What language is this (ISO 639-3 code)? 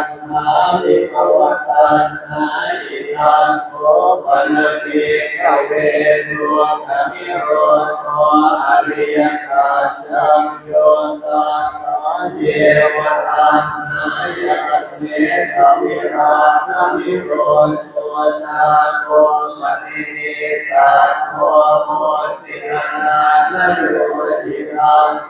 pli